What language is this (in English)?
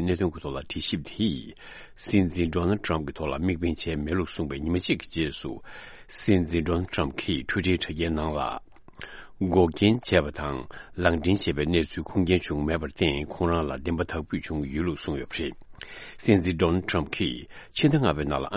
Tibetan